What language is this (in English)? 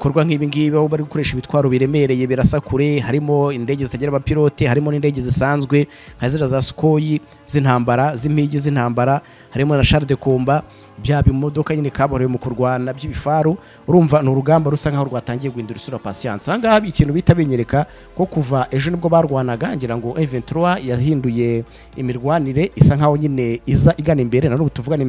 Kinyarwanda